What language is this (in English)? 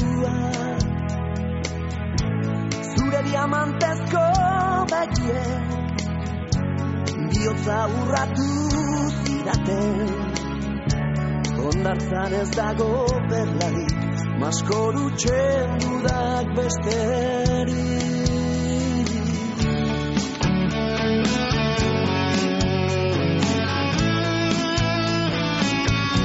Basque